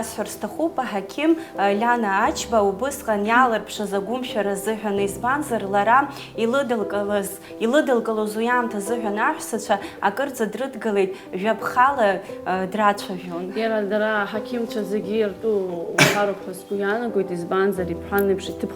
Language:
Abkhazian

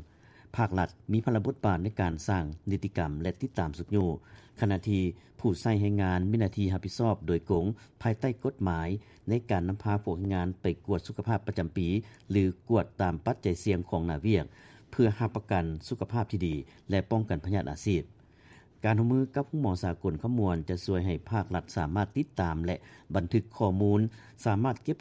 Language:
Lao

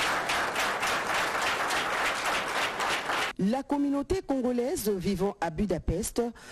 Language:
French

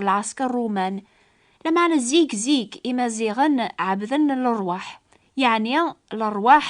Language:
Kabyle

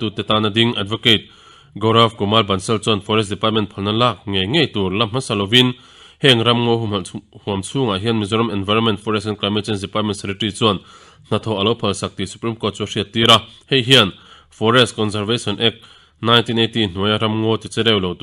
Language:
Mizo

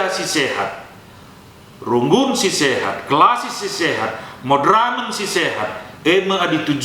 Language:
Batak Karo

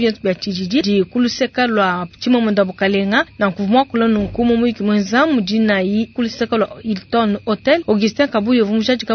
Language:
Luba-Lulua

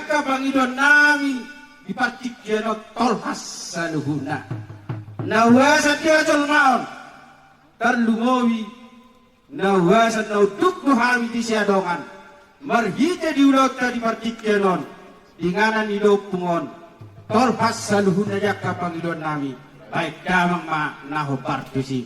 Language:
Batak Toba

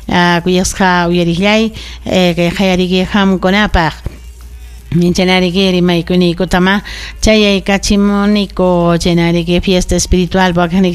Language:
Ayacucho Quechua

